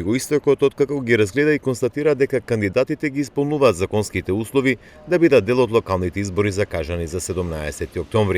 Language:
Macedonian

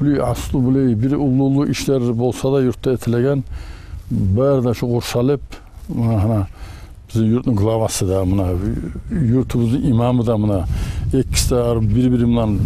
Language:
Kumyk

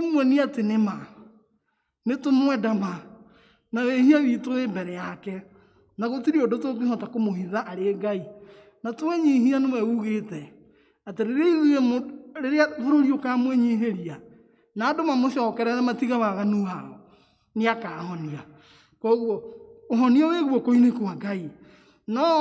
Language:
Kikuyu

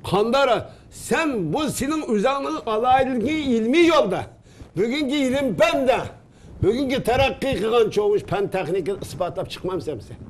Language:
Uyghur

